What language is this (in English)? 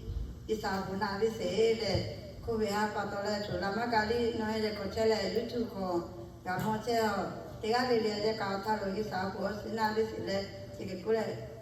Lahu